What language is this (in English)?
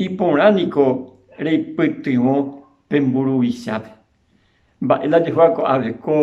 Guarani